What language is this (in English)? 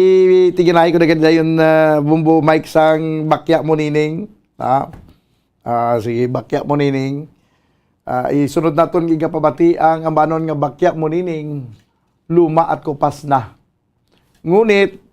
Hiligaynon